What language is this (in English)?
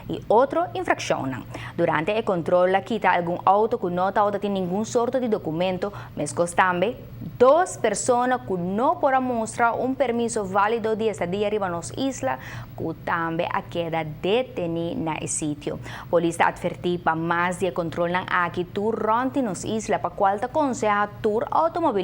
Papiamento